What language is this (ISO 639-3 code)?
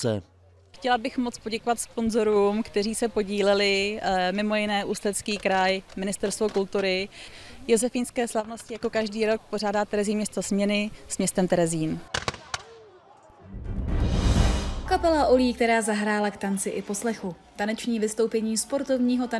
ces